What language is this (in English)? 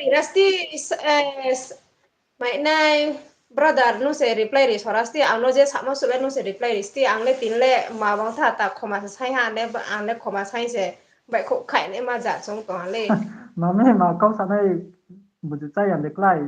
Riang (India)